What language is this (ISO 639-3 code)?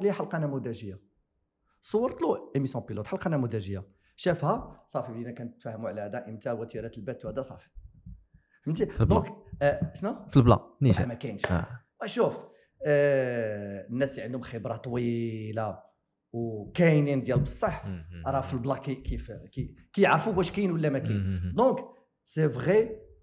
ary